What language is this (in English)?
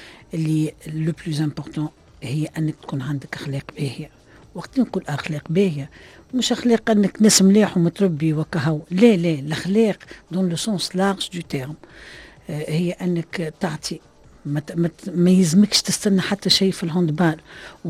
Tunisian Arabic